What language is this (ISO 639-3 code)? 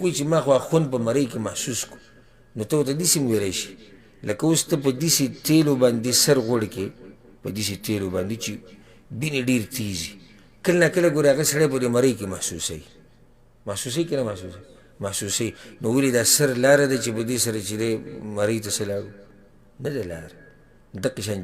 pus